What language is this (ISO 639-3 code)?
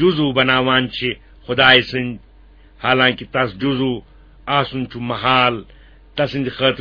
kas